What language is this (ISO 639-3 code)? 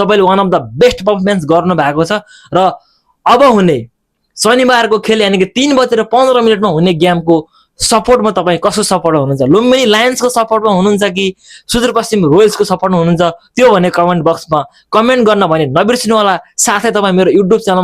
nep